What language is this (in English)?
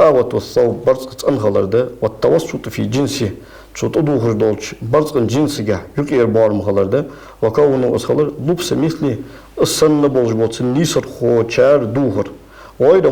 Ingush